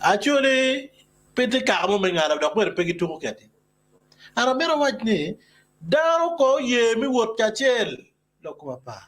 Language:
Acoli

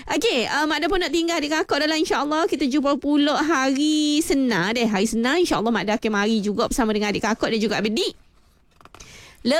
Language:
Malay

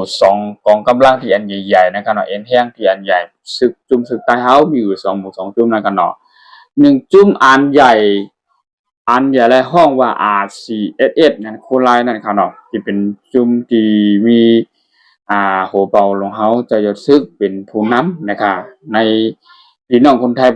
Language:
Shan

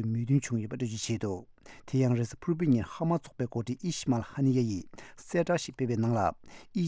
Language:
Tibetan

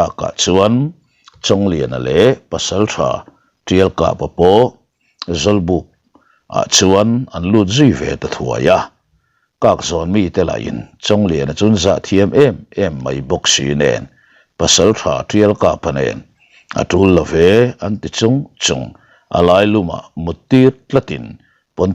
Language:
Mizo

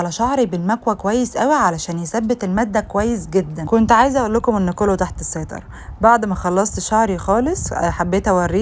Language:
Egyptian Arabic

